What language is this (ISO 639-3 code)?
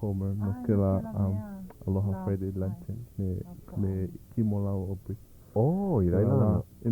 haw